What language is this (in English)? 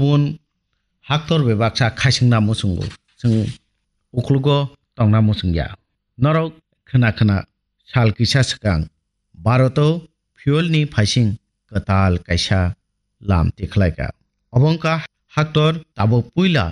Kok Borok